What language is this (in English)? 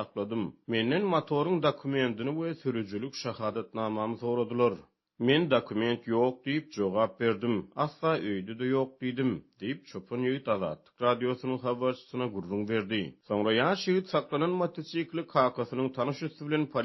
Turkmen